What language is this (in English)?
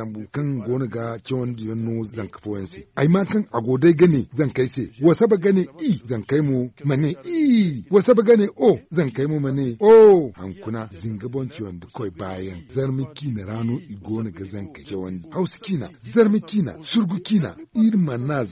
Zarma